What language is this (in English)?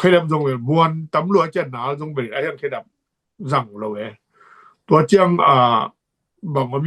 Tedim Chin